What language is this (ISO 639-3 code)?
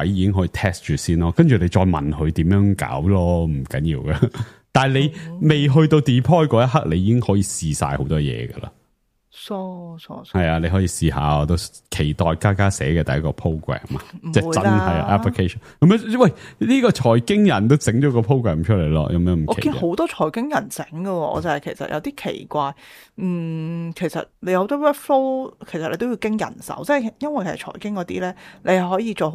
yue